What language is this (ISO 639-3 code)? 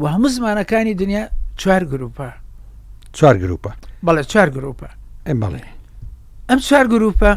ckb